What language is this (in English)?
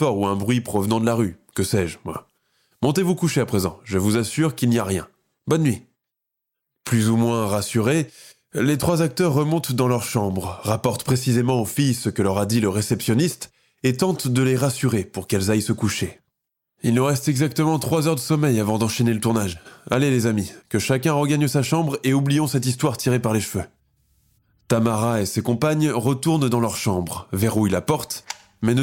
French